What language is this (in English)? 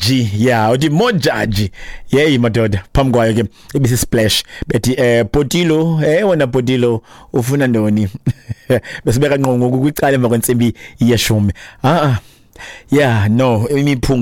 Xhosa